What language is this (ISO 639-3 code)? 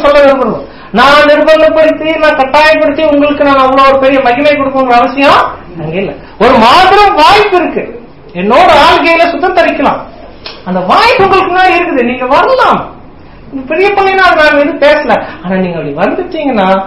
tam